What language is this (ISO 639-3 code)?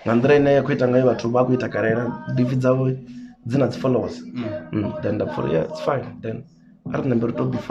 ven